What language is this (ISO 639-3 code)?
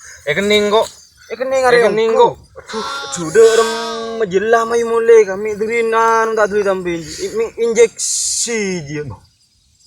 mad